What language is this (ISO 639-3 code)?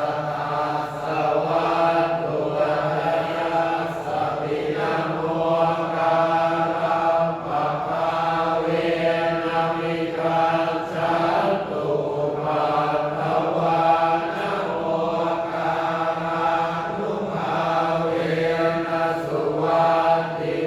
pli